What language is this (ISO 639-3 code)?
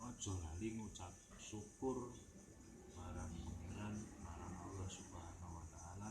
jav